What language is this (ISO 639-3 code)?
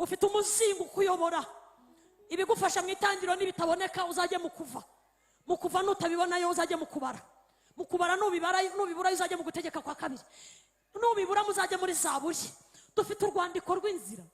kin